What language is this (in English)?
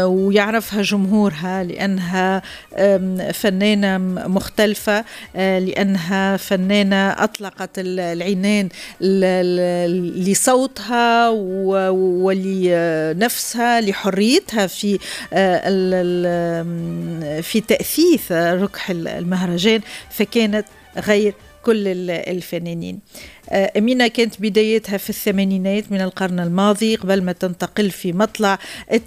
Tunisian Arabic